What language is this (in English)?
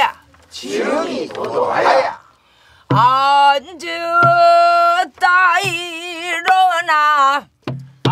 Korean